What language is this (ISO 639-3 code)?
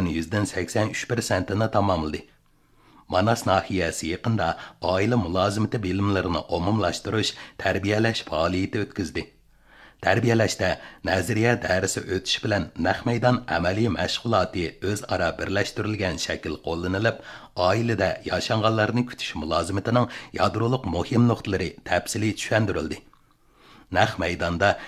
uig